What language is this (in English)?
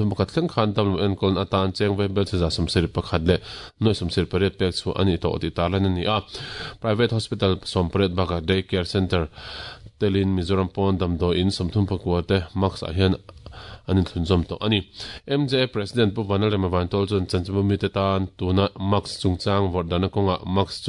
Mizo